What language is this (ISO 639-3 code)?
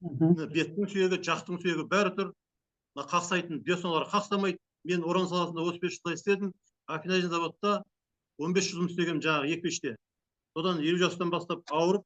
kaz